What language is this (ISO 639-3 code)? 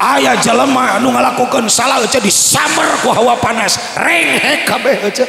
sun